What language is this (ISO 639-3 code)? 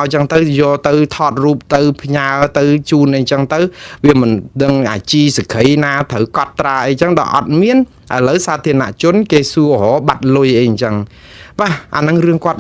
khm